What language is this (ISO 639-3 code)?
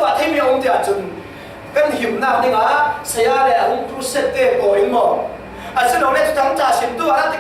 cfm